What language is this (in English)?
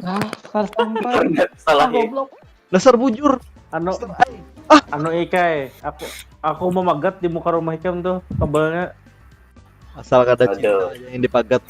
Banjar